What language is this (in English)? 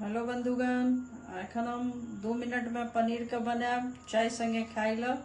Maithili